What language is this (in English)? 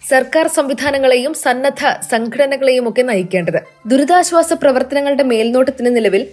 Malayalam